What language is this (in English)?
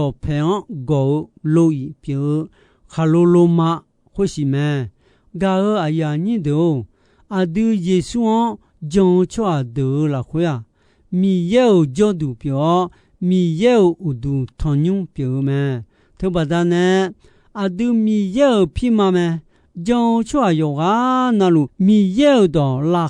Akha